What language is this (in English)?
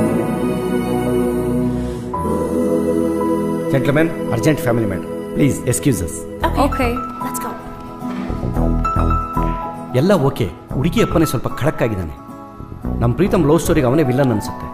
Kannada